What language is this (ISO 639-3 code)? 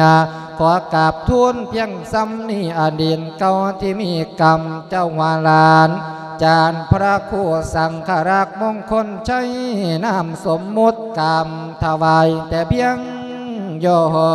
lao